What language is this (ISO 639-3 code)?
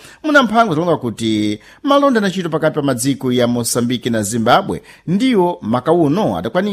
seh